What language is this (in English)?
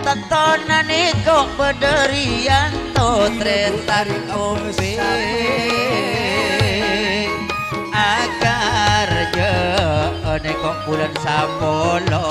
Madurese